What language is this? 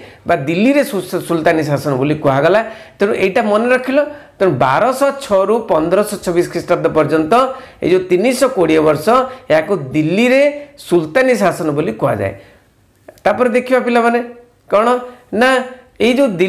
Odia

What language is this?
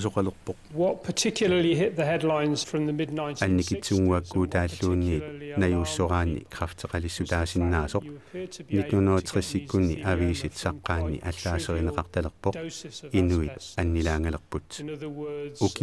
Kalaallisut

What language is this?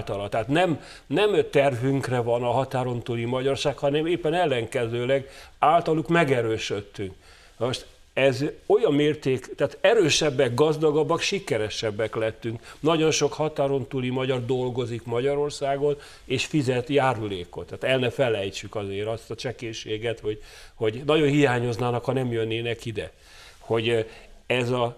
Hungarian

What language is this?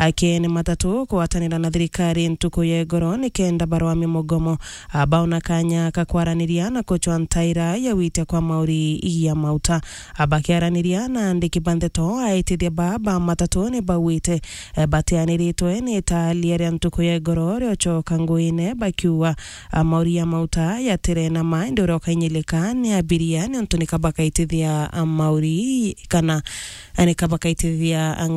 Meru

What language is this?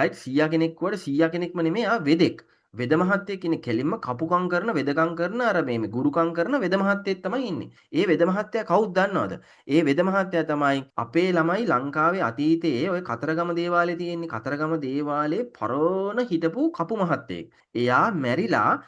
Sinhala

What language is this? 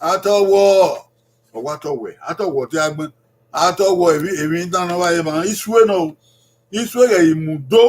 Bini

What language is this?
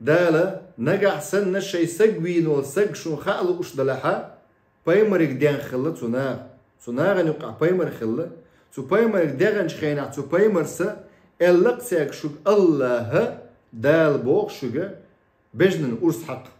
Chechen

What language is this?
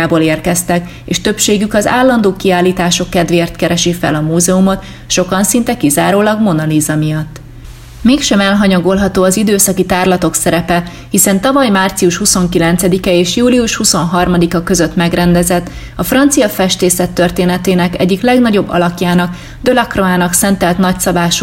Hungarian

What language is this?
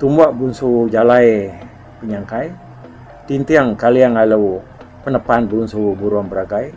Iban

